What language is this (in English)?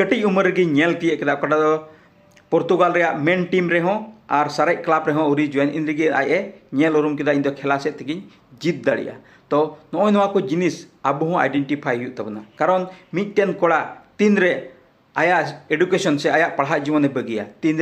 Santali